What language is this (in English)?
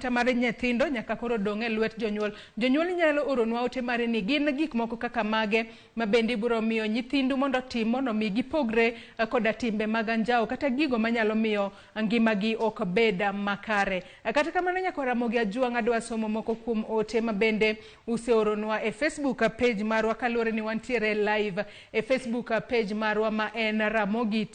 Luo (Kenya and Tanzania)